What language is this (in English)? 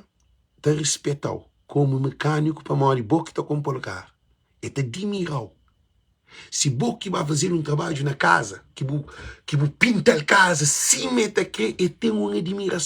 Kabuverdianu